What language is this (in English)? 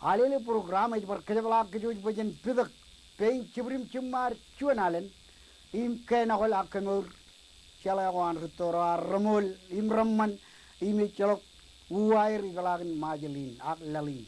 Marshallese